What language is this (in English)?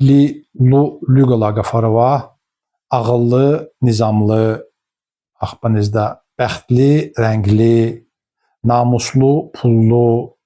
Lezghian